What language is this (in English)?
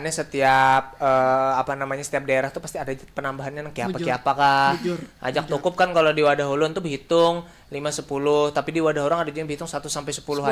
Banjar